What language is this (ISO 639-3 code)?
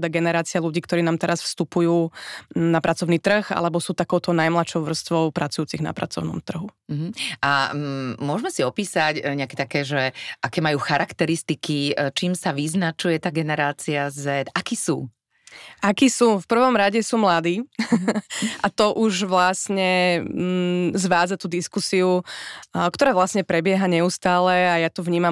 slk